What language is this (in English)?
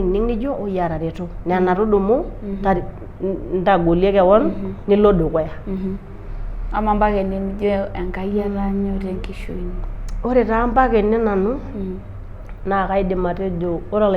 Masai